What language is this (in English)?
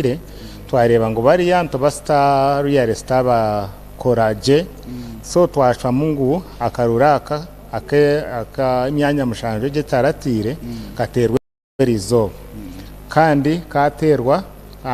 Nyankole